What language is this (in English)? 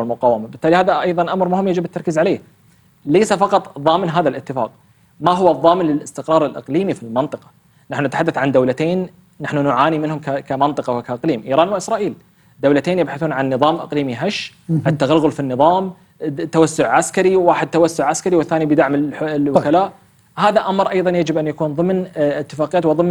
Arabic